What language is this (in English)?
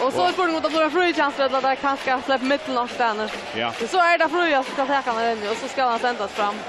Faroese